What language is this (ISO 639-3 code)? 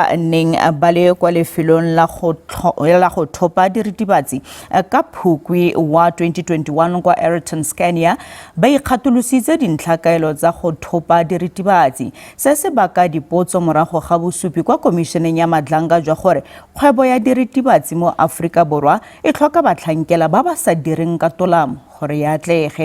tsn